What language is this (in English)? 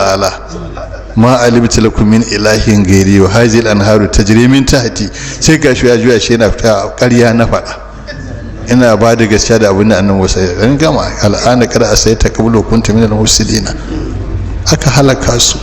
Hausa